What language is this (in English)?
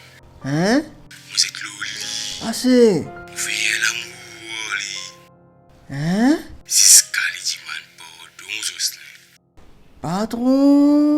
Morisyen